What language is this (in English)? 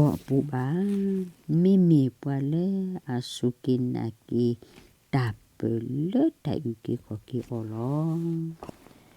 S'gaw Karen